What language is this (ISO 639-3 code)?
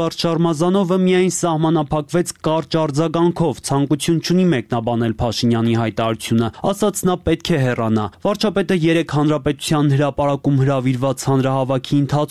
hye